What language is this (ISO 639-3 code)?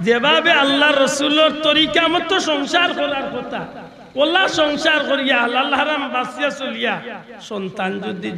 syl